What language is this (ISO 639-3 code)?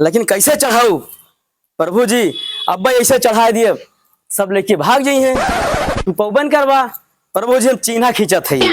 awa